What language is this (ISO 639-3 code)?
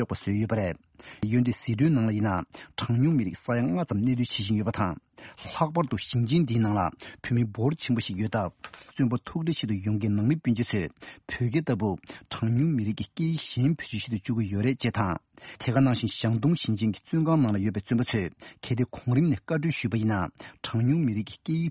bod